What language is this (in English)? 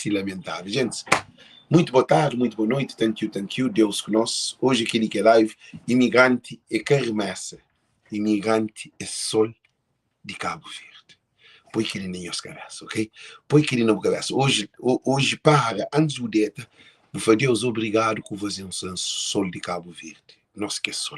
Kabuverdianu